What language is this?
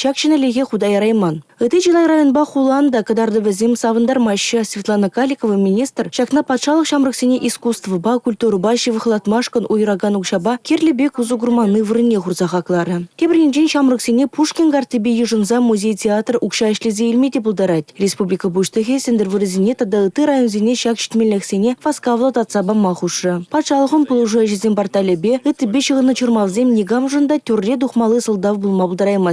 Chuvash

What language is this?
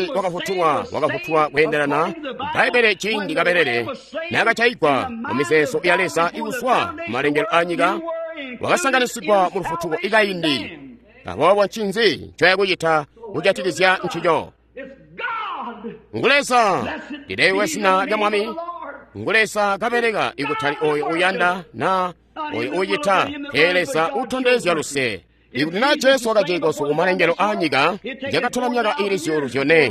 Tonga (Zambia)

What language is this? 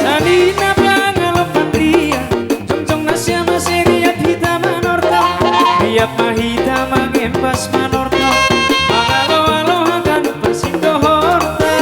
Batak Simalungun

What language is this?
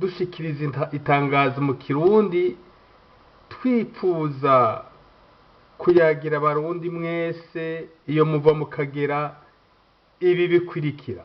Rundi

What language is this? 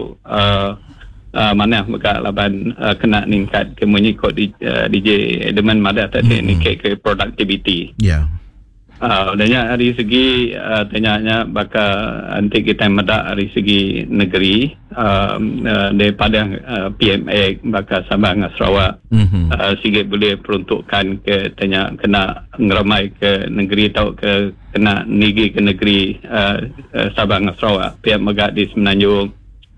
Iban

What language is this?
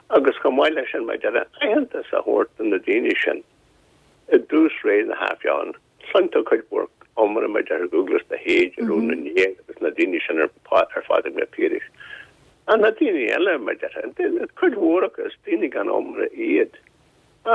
Irish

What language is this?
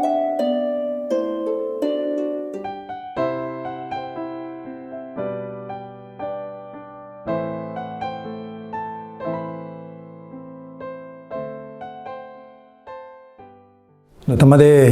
Akha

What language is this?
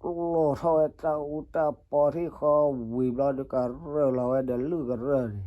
S'gaw Karen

